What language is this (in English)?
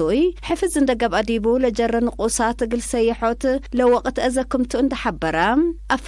Tigre